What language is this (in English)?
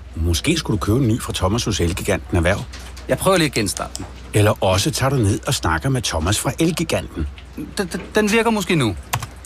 Danish